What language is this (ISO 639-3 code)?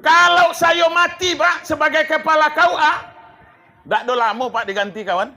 min